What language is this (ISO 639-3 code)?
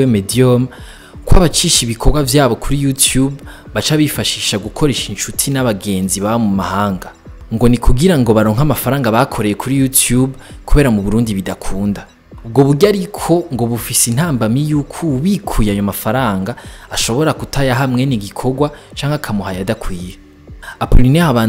run